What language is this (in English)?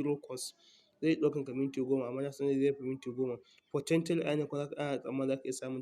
Hausa